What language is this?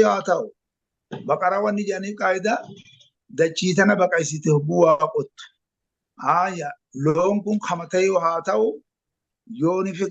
Oromo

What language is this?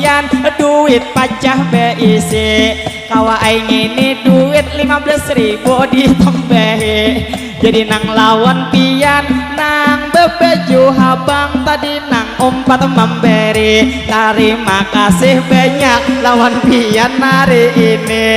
Banjar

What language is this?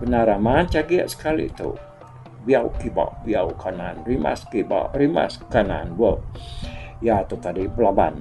Iban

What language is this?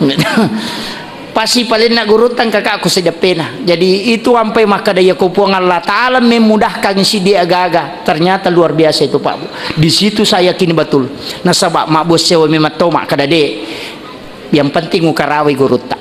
Buginese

